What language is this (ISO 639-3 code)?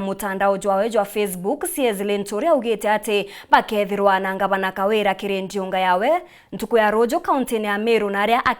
mer